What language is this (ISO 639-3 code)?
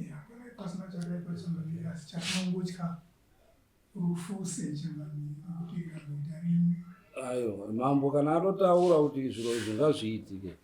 sna